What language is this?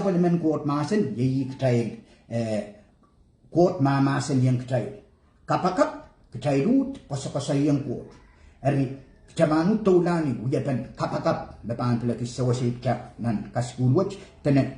Pohnpeian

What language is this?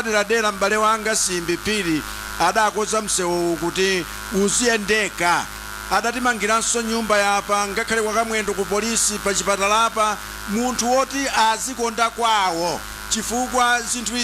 Nyanja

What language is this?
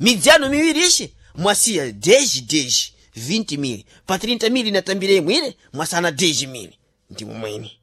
Sena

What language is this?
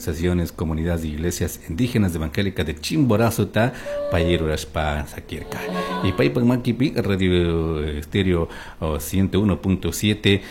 Chimborazo Highland Quichua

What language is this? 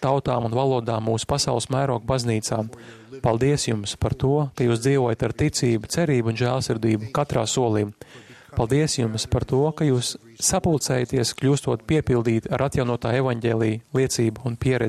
Latvian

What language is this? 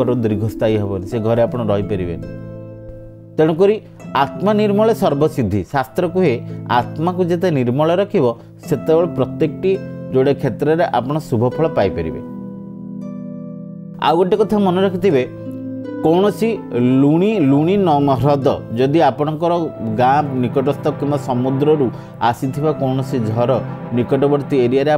Odia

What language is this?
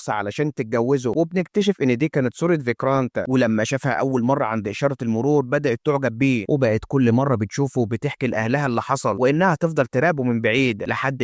Egyptian Arabic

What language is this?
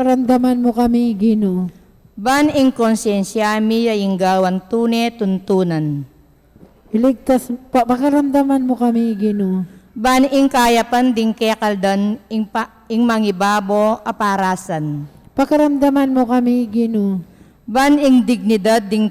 Pampanga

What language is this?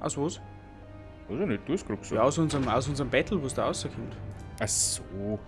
Bavarian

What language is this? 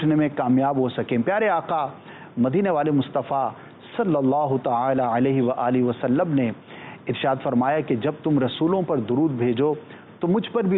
Urdu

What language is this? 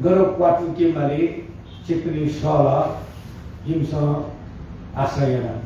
Newari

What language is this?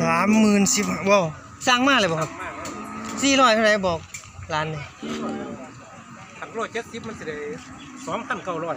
Northeastern Thai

